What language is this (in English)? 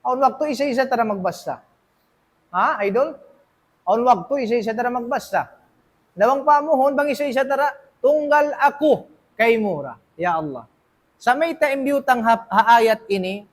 Tausug